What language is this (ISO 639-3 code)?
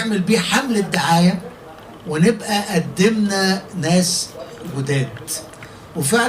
arz